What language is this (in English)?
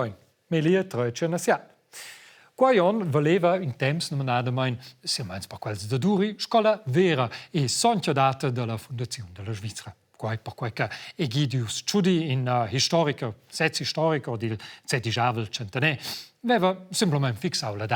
Romansh